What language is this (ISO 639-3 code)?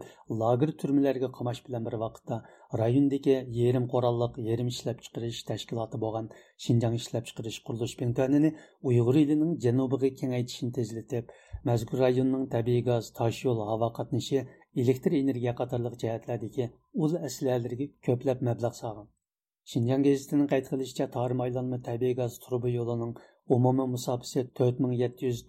uig